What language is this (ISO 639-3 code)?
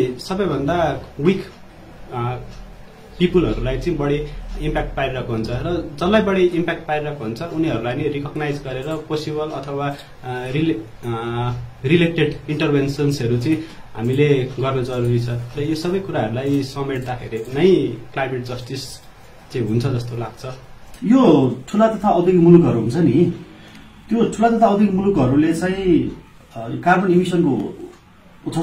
nep